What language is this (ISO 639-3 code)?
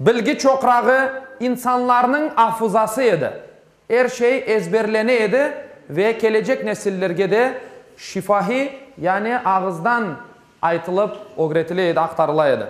crh